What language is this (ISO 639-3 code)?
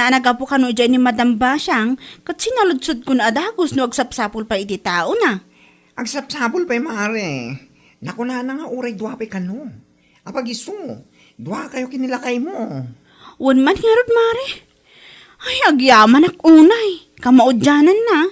ilo